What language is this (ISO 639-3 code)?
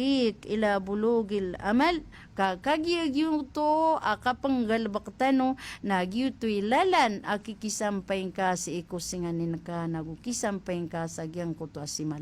mrw